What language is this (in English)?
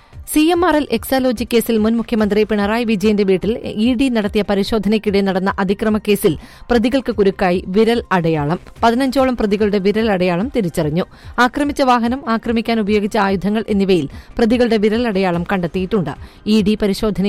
Malayalam